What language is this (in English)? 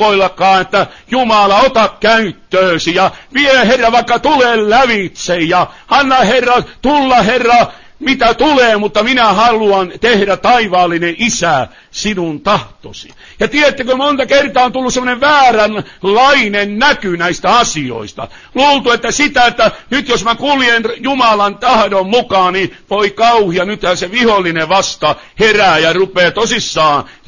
Finnish